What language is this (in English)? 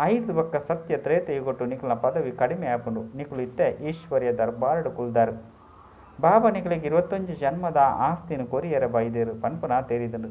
Tulu